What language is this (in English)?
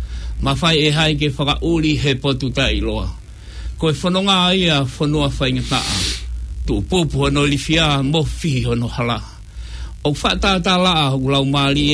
Tongan